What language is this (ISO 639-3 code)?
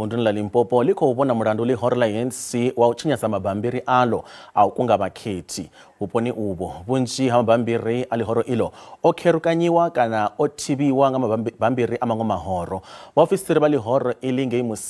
ven